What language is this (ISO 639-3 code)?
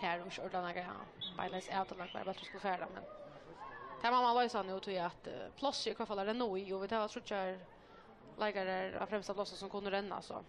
fao